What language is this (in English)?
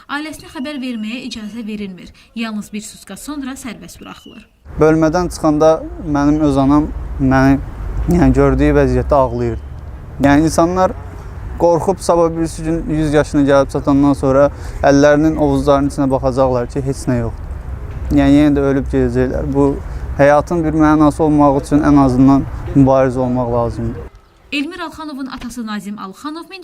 Azerbaijani